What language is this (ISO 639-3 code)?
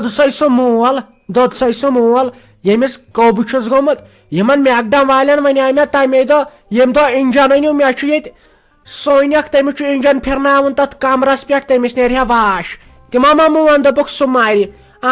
kas